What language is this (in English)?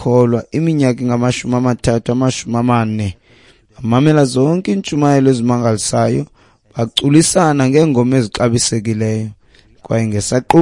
Xhosa